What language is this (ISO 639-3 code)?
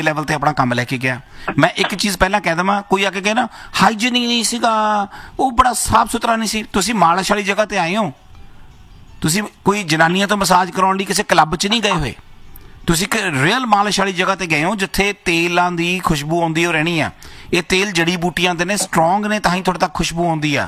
pan